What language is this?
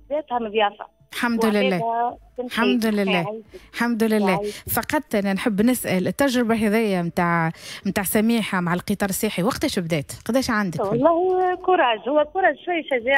Tunisian Arabic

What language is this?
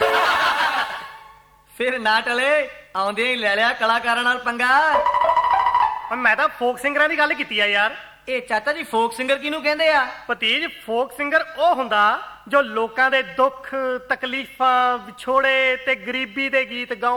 Punjabi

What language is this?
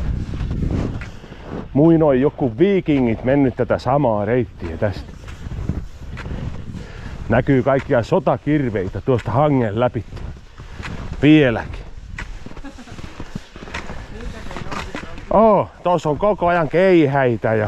Finnish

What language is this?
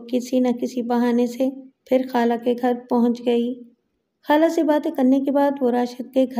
Urdu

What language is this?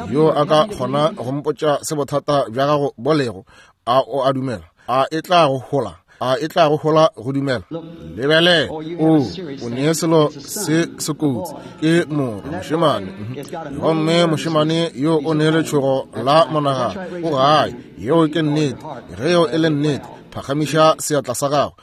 Northern Sotho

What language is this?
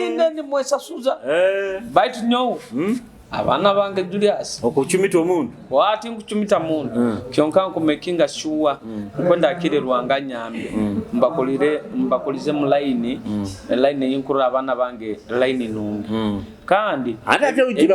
Nyoro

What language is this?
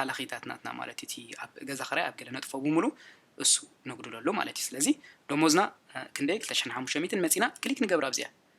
Tigrinya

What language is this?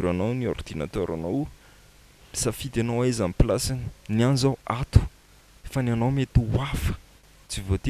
Malagasy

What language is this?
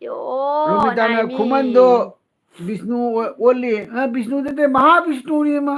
Manipuri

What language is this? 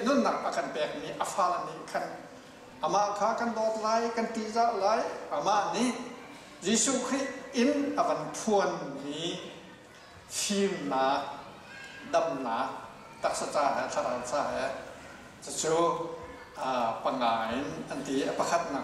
Hakha Chin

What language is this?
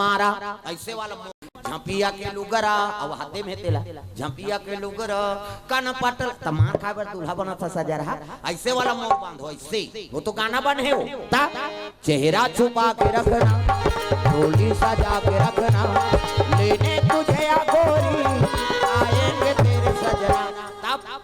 Chhattisgarhi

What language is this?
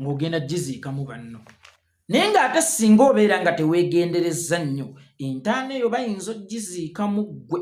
Ganda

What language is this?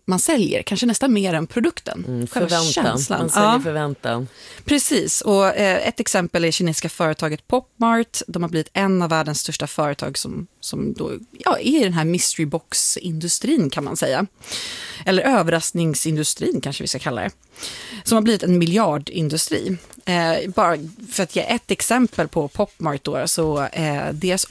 Swedish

